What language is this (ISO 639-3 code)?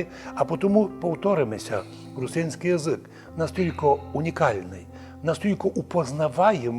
rue